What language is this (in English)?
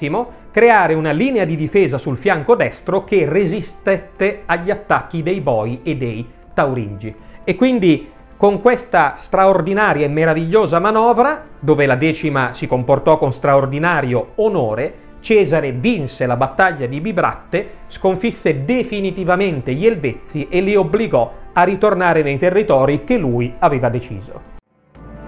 Italian